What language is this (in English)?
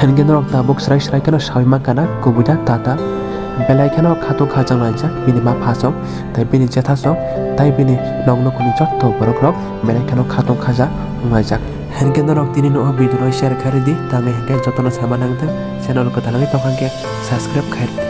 Kok Borok